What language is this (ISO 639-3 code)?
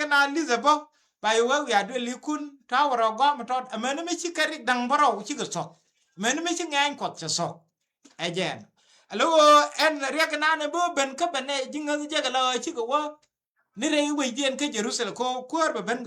nus